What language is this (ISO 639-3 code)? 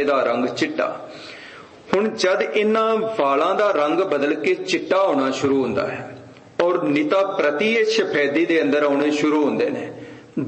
pan